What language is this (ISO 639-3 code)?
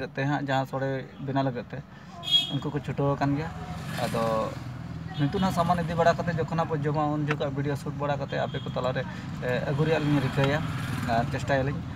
sat